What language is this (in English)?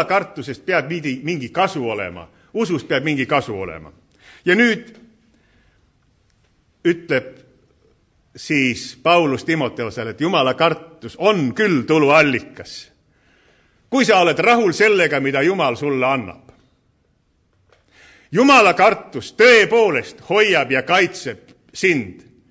Estonian